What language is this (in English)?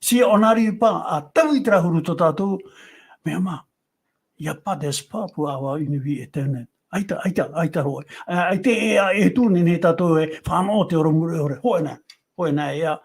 Tahitian